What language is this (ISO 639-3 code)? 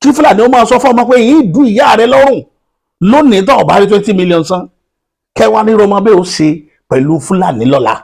yor